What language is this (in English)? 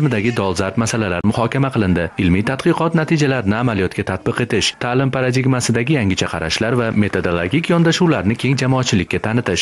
Uzbek